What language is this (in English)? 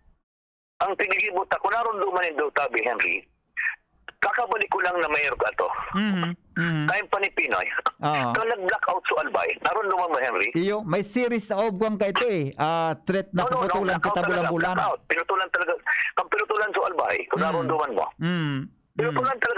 Bikol